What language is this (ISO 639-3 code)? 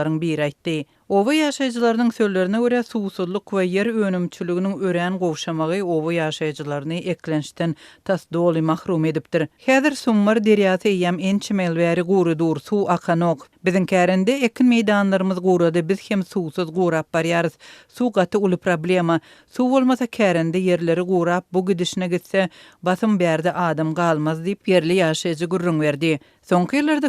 tuk